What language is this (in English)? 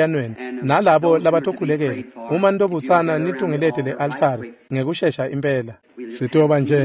Swati